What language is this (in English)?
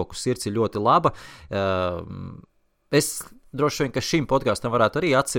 Latvian